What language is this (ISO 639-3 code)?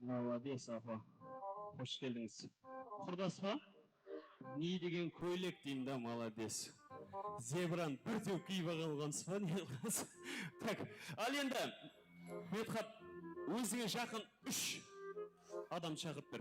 kaa